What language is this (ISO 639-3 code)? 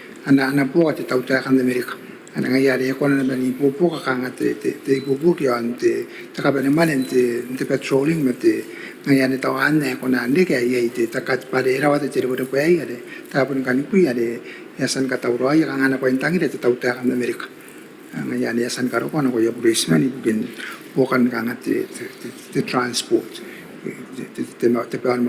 gil